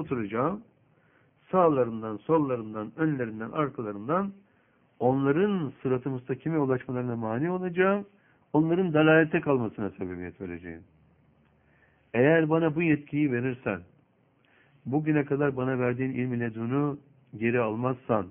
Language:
Turkish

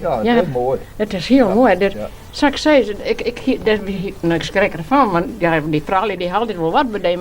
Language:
Western Frisian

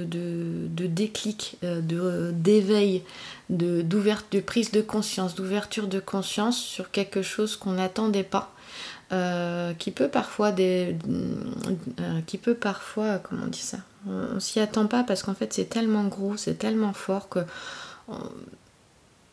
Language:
French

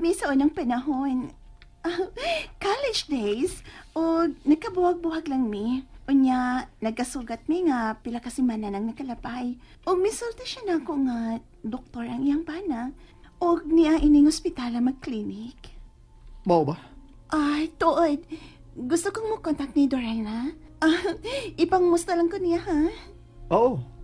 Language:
Cebuano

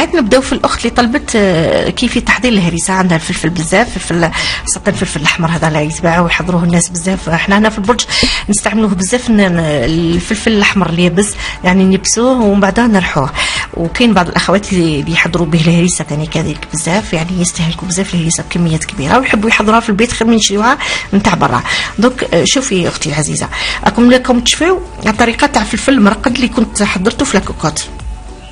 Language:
Algerian Arabic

